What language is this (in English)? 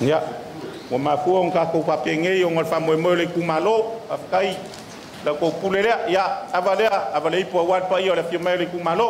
Samoan